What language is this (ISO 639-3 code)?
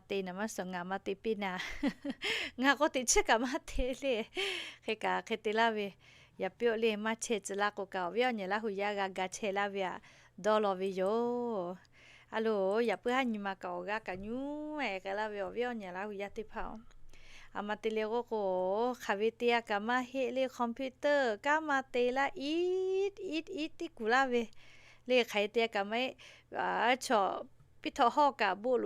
lhu